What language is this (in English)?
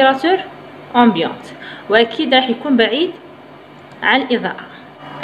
Algerian Arabic